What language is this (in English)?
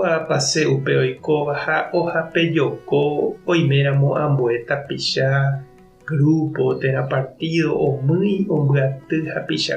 Guarani